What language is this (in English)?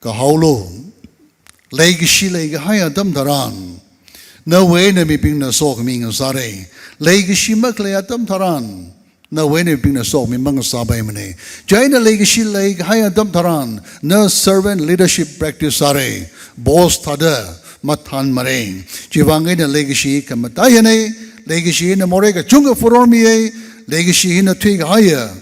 Tangkhul Naga (India)